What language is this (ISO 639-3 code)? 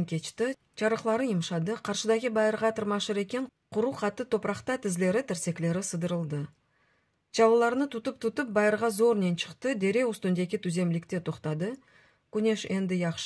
crh